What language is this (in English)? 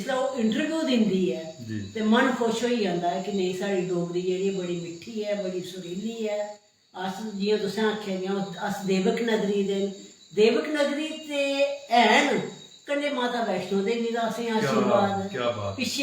Dogri